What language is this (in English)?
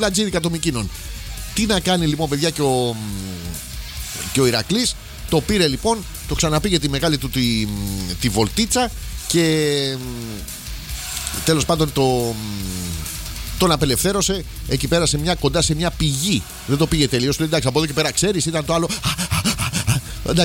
Greek